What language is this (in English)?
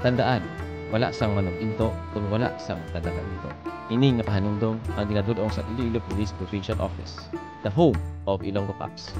Hiligaynon